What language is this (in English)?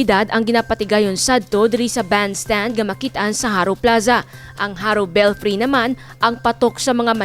Hiligaynon